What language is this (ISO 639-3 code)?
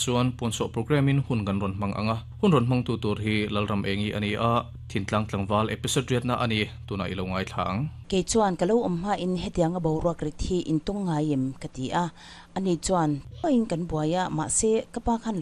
lus